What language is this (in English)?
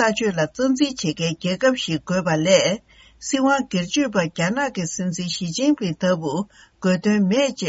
Tibetan